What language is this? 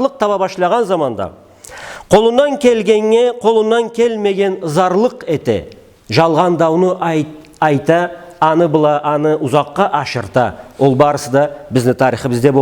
Karachay-Balkar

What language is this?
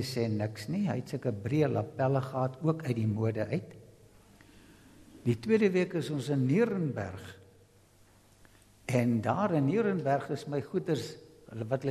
Afrikaans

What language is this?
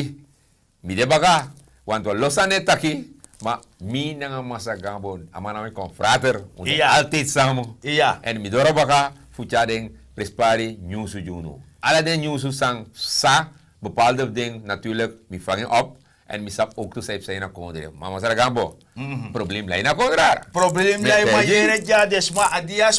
Sranan Tongo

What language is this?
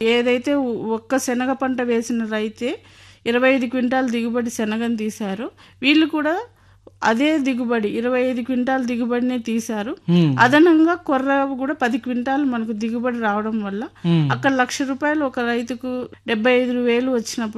Telugu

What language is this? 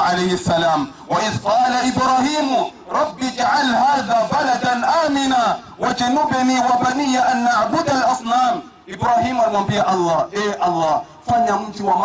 Swahili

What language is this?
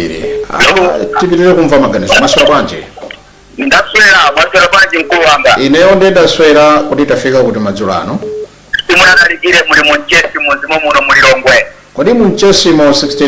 Nyanja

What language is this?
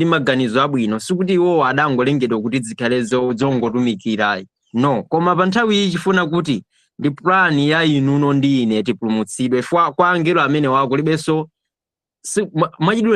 Nyanja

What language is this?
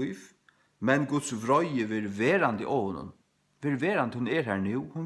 Faroese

